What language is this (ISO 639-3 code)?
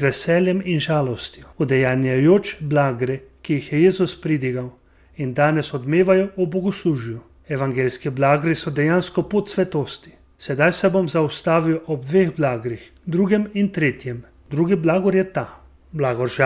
slv